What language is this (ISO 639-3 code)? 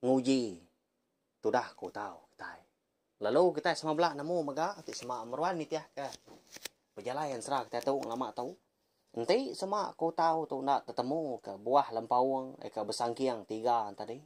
iba